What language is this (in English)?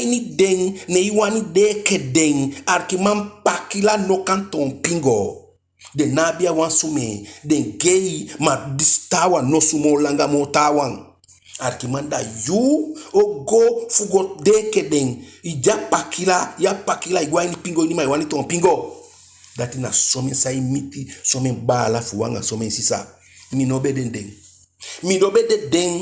Eastern Maroon Creole